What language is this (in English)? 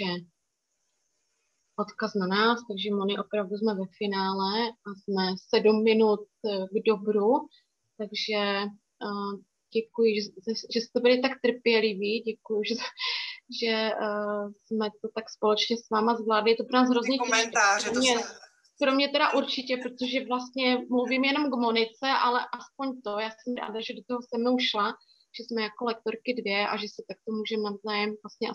Czech